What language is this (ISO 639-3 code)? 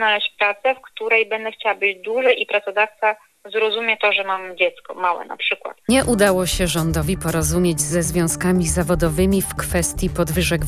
pol